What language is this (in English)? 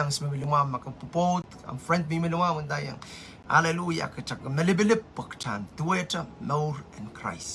Pohnpeian